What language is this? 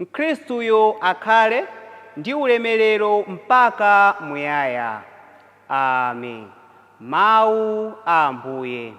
Nyanja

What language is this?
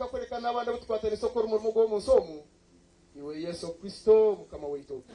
Nyankole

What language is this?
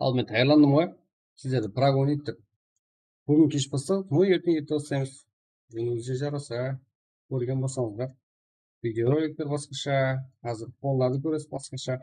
Kara-Kalpak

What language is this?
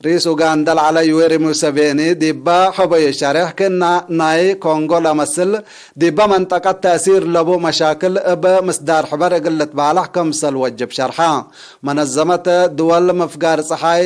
Tigre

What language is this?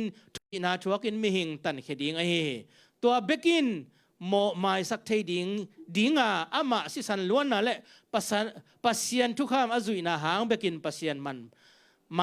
Tedim Chin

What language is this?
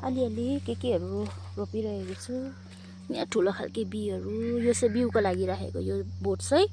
Nepali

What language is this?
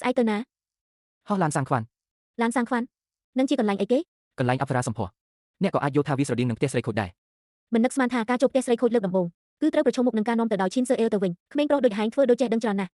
Khmer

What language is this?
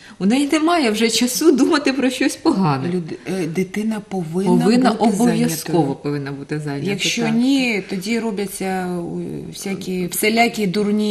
Ukrainian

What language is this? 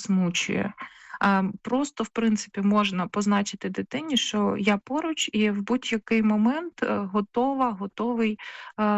Ukrainian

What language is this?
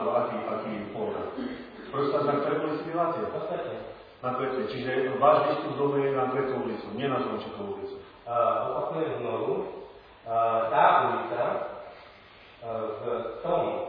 Slovak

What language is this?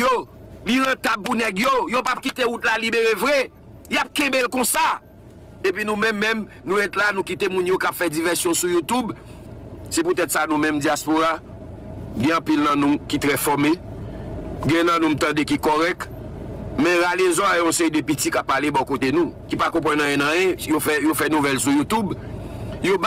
Haitian Creole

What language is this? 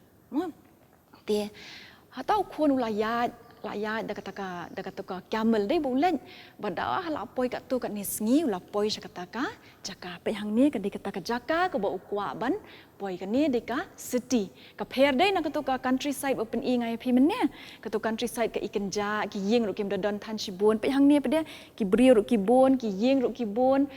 Khasi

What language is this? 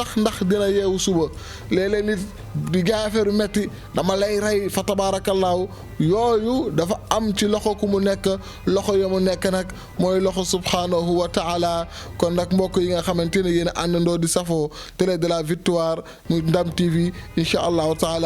Wolof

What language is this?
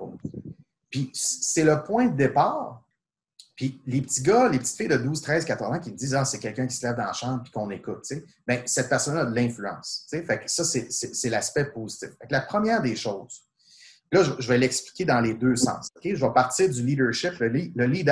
French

